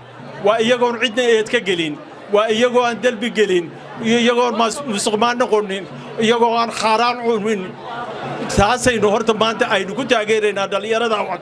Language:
Somali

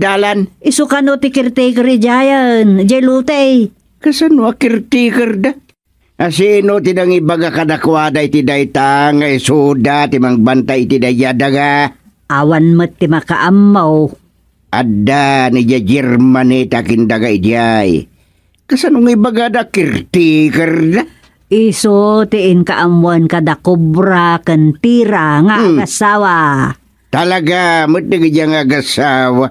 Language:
Iloko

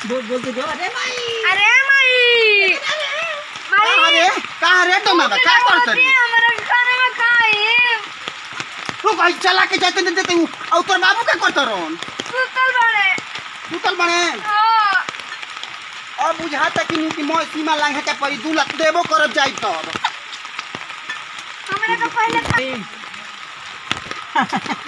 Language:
Bhojpuri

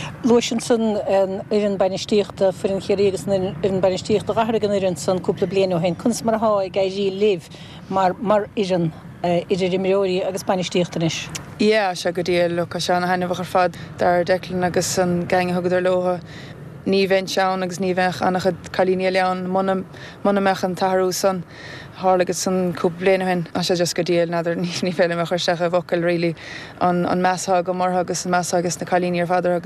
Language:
Irish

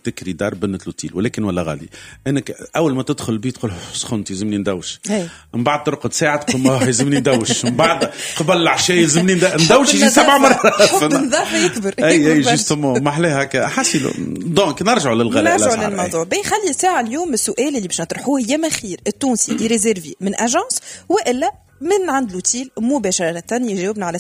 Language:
Tunisian Arabic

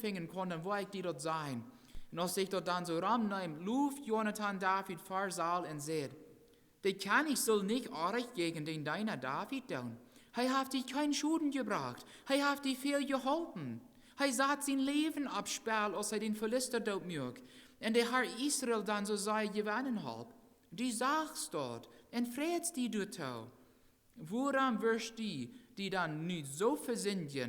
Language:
Plautdietsch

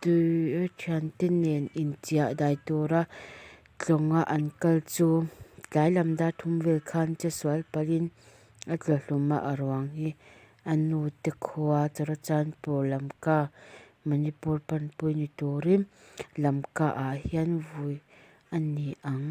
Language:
Mizo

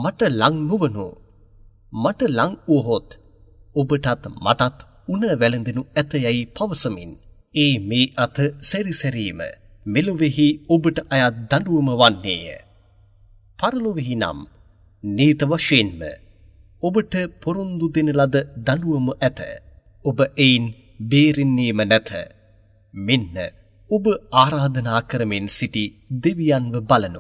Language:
Sinhala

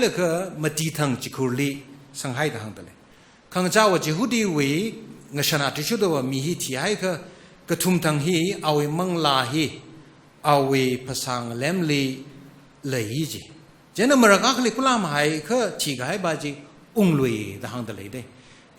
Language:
Tangkhul Naga (India)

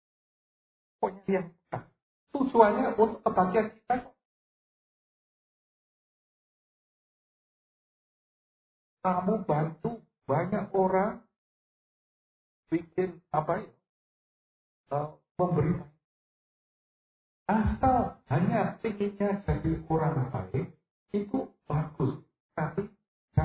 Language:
Indonesian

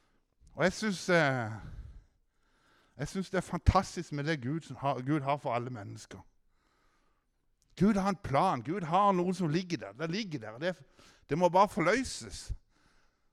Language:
Norwegian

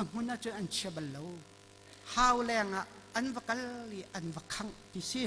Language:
Hakha Chin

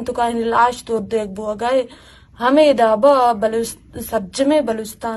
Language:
Eastern Balochi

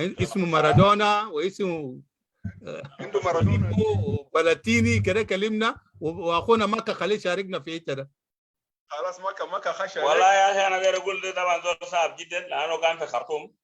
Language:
Sudanese Arabic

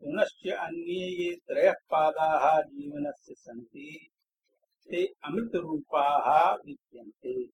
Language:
Sanskrit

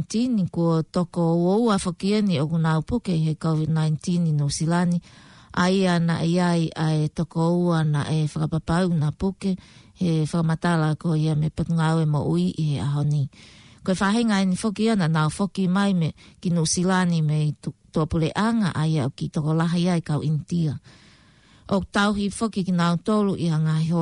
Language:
Tongan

